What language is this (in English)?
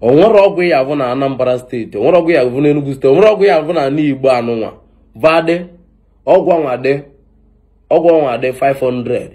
Igbo